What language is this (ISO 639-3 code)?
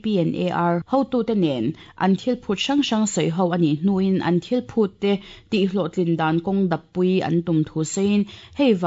lus